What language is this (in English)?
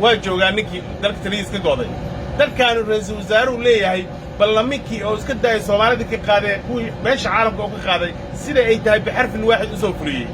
Somali